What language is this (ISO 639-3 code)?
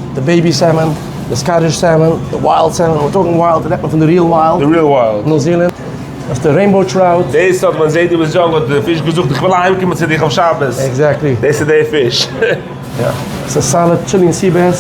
yid